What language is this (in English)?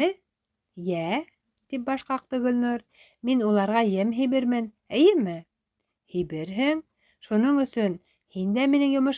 Bashkir